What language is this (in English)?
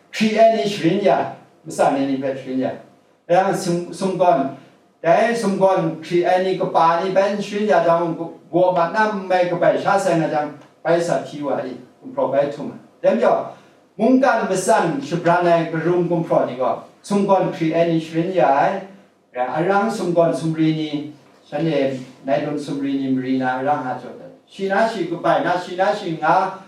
Kachin